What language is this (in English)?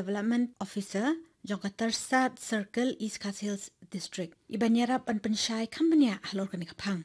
Khasi